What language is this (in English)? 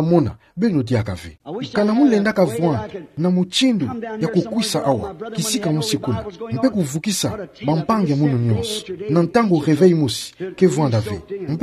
Kituba (Democratic Republic of Congo)